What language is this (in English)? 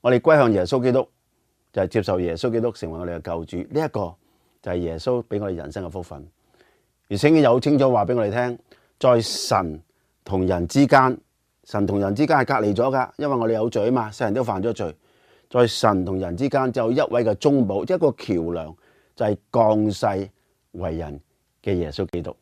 Cantonese